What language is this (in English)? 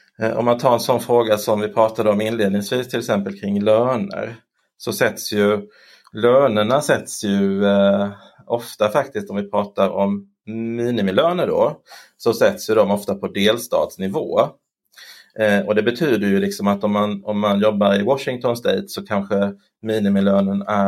Swedish